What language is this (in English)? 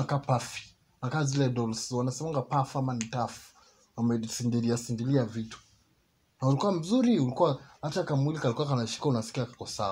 Swahili